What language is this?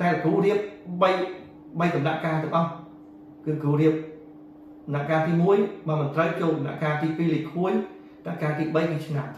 Khmer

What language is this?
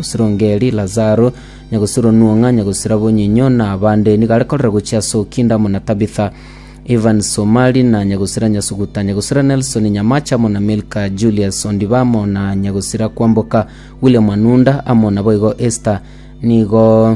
Gusii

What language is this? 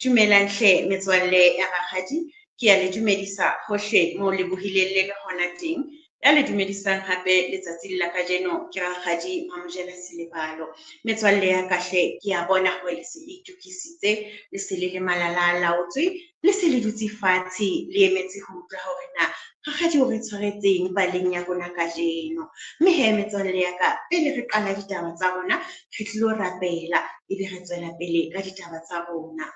Southern Sotho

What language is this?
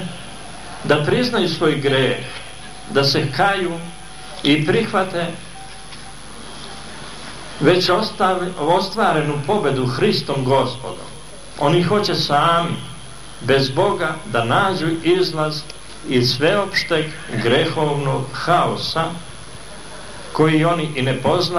Serbian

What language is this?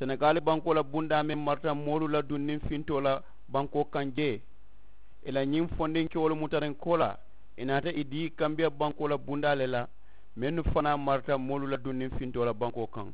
Mandingo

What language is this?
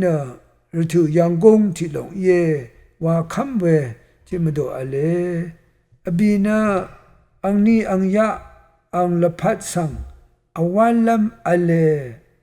Rawang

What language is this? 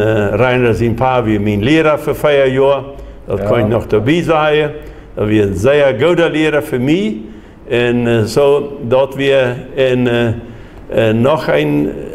Plautdietsch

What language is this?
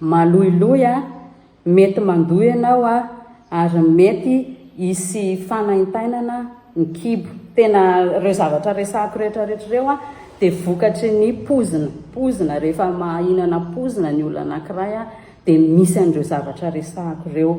Malagasy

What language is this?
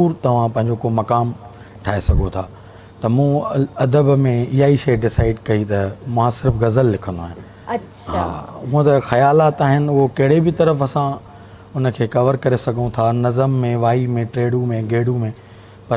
Sindhi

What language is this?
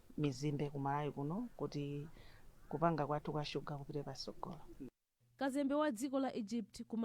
Nyanja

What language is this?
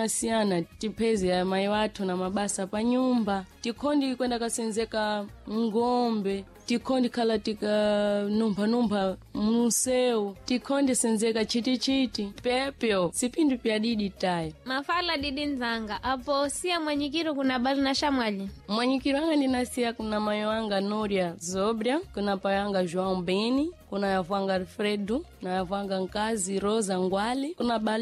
Sena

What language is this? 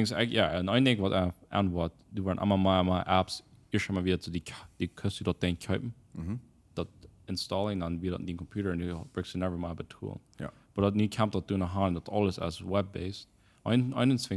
Plautdietsch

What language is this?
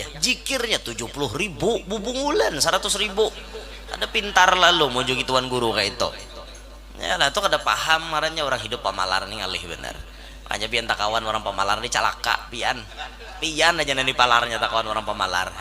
Banjar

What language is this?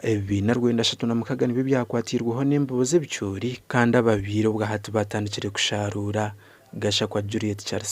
Nyankole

